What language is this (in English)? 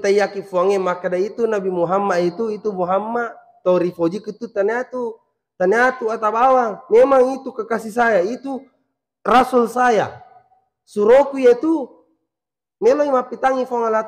Buginese